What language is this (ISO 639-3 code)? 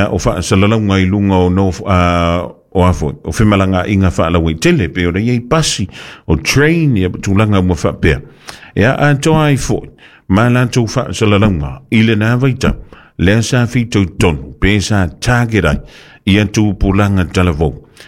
smo